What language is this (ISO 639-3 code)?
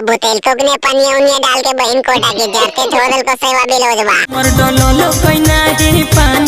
mag